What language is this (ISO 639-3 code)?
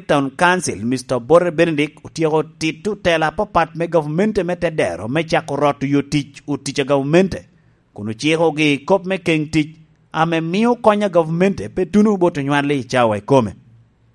laj